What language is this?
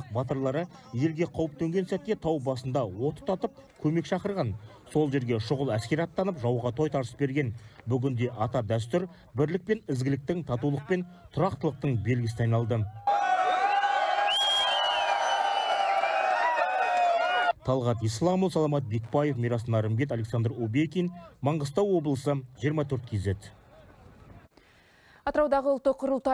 Kazakh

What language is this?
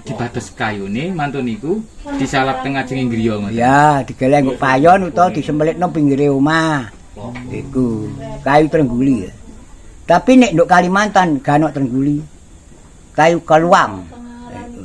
Javanese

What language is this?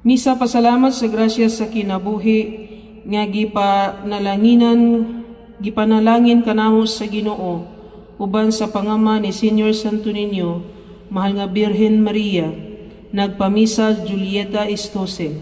Cebuano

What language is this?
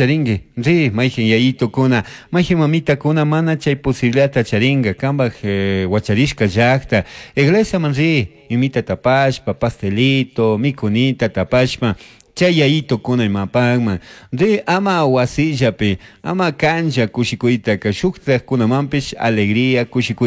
Chimborazo Highland Quichua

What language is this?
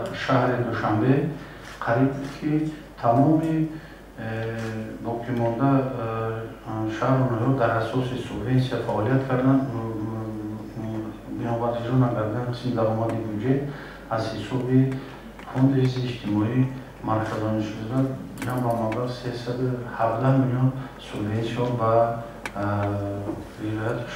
Tajik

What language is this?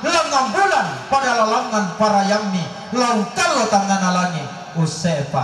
Toraja-Sa'dan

